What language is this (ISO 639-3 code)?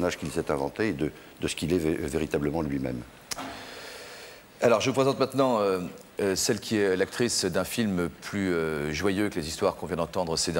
fra